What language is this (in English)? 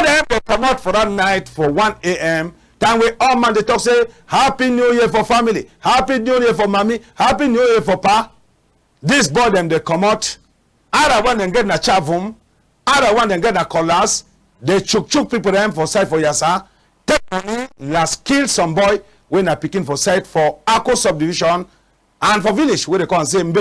Cameroon Pidgin